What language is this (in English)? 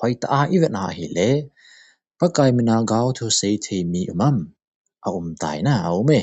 Thado Chin